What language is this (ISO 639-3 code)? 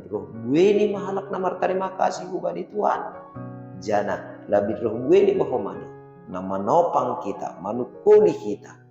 bts